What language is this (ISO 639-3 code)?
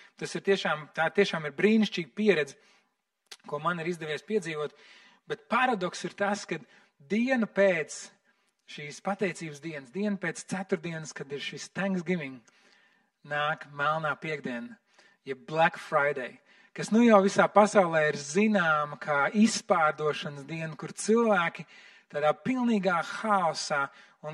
lav